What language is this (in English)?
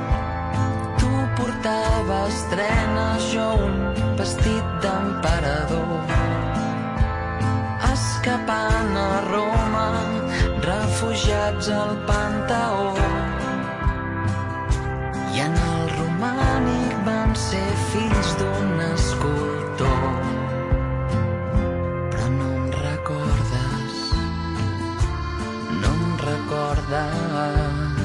Catalan